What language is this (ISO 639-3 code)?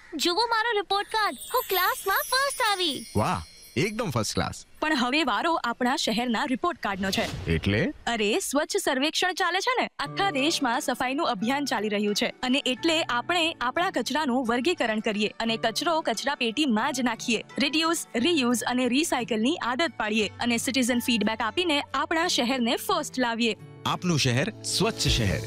guj